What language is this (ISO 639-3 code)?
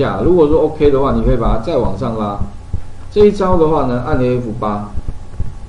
zho